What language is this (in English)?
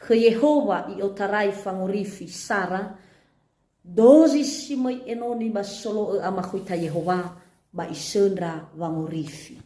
Nias